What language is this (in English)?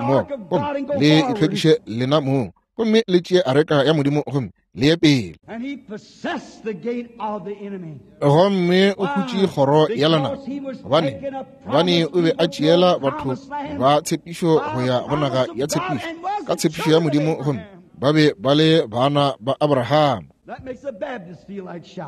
Northern Sotho